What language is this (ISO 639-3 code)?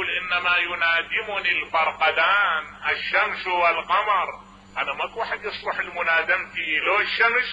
acm